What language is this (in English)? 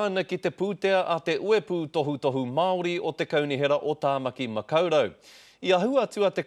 Māori